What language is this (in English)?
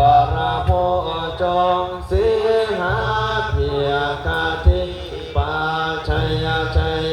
Pali